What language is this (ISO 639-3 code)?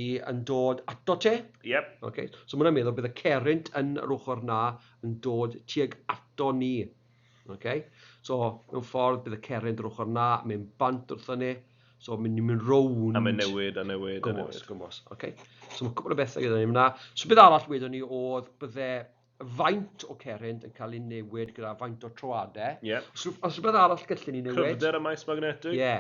cym